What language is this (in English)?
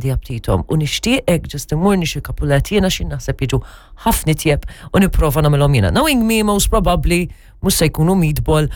Maltese